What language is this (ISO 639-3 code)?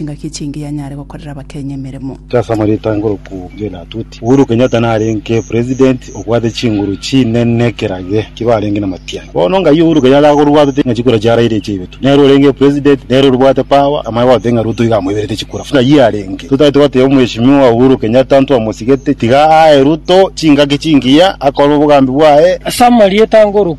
guz